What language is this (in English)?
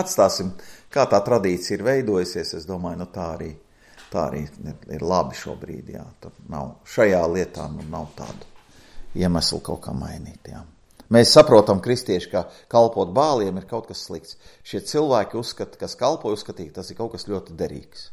Latvian